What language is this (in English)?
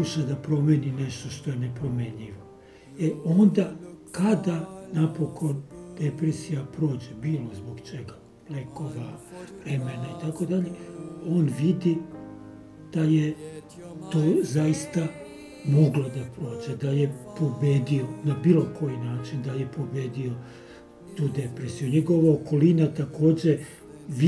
Serbian